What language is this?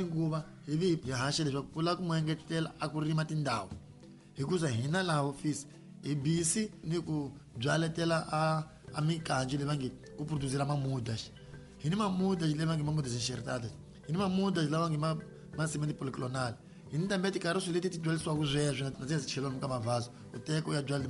Tsonga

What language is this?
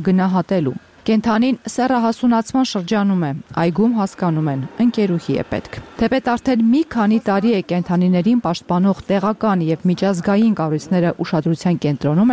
Armenian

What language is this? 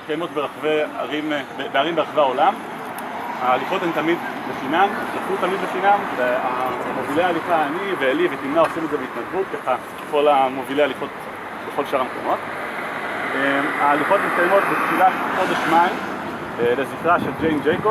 Hebrew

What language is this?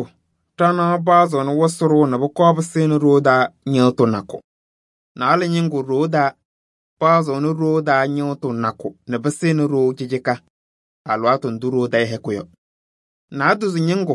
Kabiyè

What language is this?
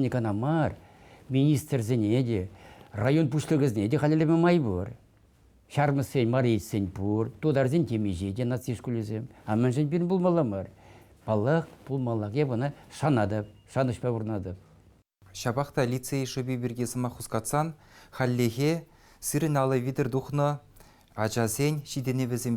Chuvash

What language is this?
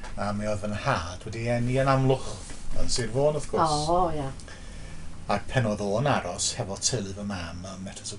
Welsh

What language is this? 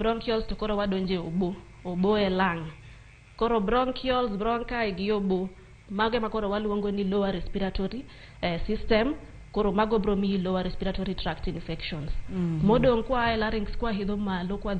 Luo (Kenya and Tanzania)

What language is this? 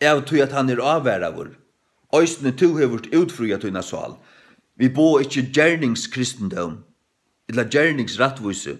Faroese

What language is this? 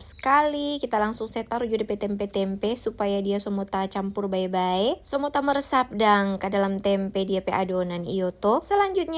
Manado Malay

